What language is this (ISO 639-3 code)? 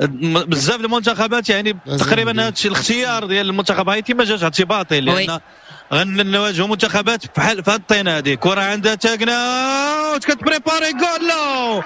ary